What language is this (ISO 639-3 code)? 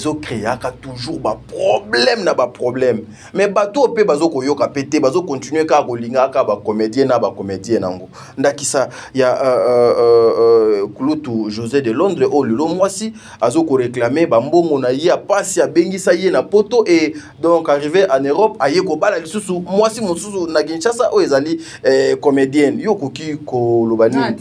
lin